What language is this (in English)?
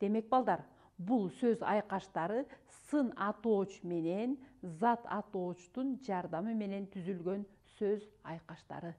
Kyrgyz